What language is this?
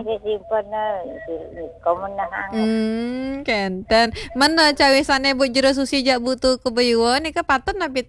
Balinese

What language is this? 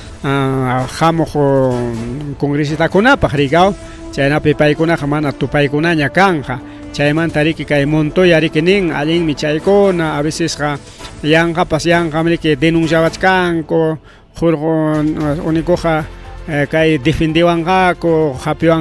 Ayacucho Quechua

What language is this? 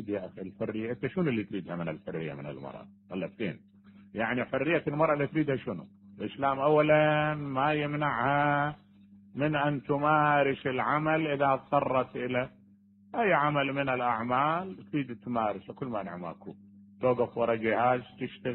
Mesopotamian Arabic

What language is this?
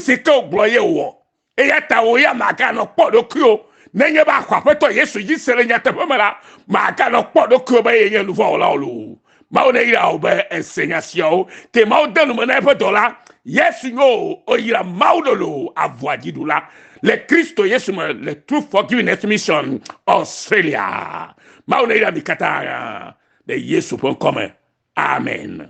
Ewe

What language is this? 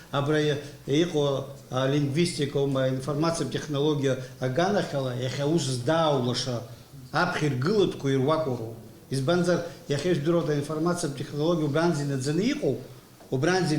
Abkhazian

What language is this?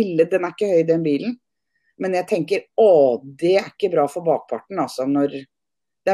Norwegian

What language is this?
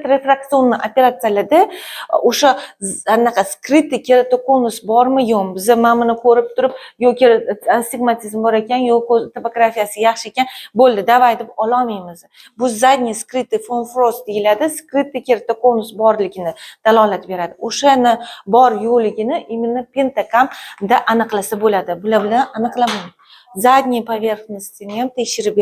Uzbek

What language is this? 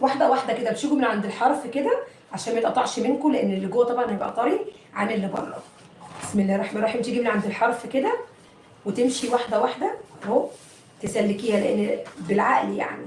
Egyptian Arabic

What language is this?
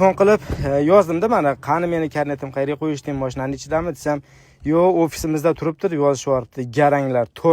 Uzbek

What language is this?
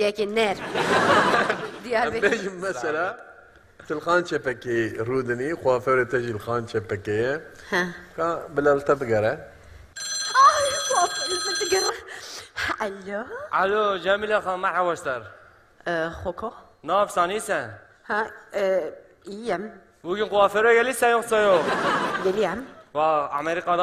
Kurdish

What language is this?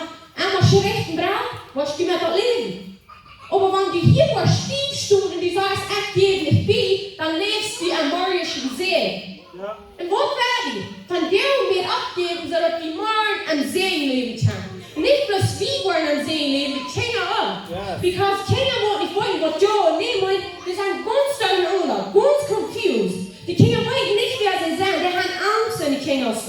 Plautdietsch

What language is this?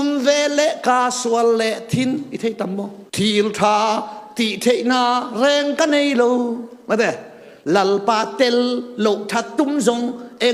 Tedim Chin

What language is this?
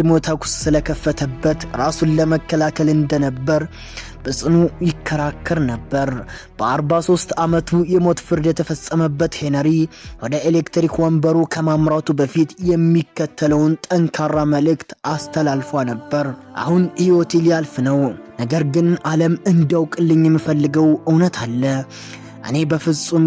Amharic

